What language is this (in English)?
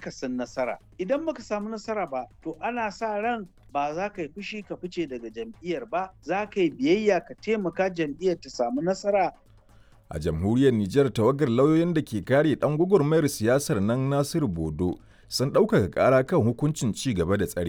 Hausa